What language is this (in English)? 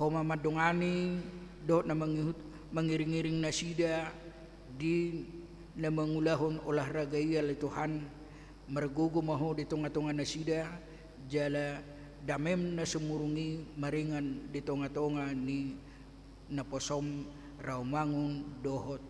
Batak Toba